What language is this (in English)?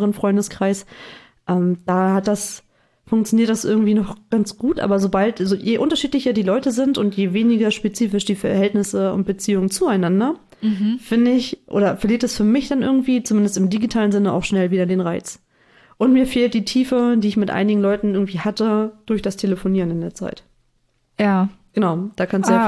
German